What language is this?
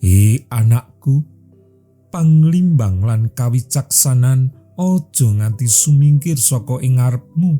Javanese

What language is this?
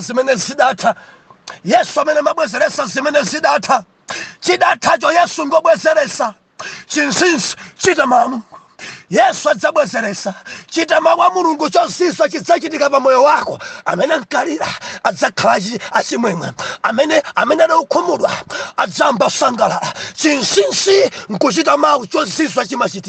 Nyanja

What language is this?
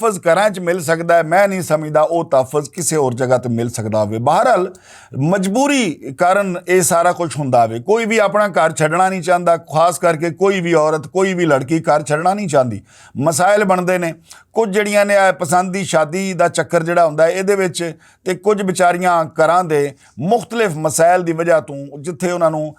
Western Panjabi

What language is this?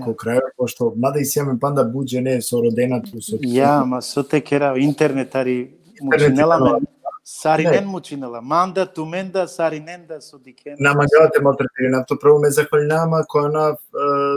Balkan Romani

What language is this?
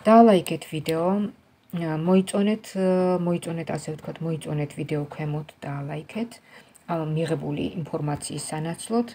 Georgian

